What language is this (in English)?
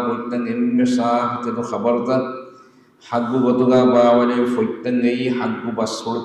Divehi